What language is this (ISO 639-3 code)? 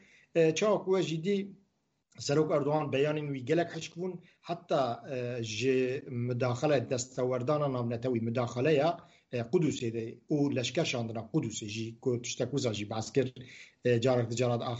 kur